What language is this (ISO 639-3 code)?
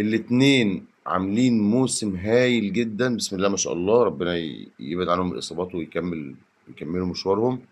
arz